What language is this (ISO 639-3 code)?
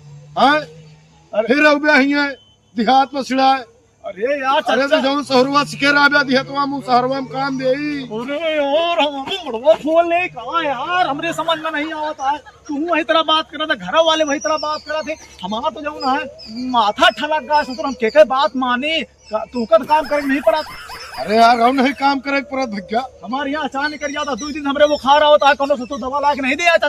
awa